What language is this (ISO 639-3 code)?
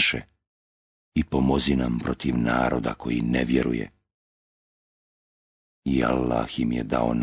bos